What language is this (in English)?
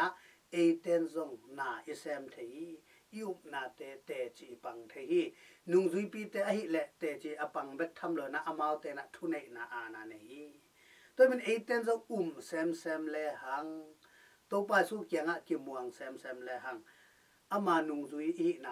Tedim Chin